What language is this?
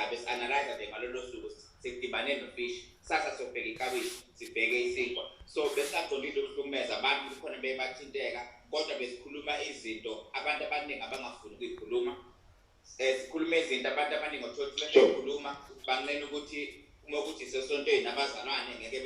Zulu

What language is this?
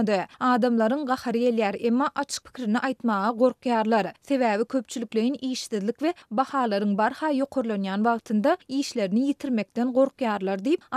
Turkmen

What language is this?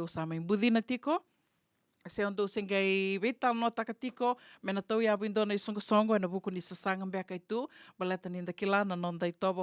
Fijian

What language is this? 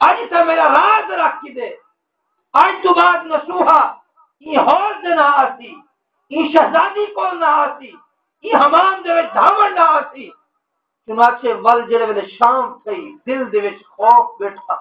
Saraiki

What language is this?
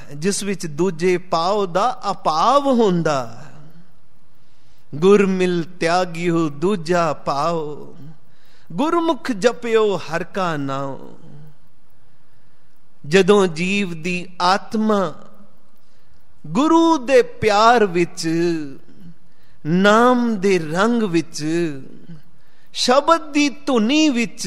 Punjabi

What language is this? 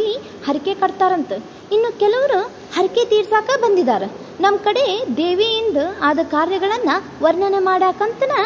Kannada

